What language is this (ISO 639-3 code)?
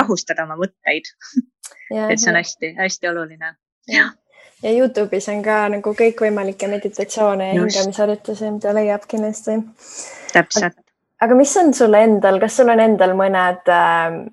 est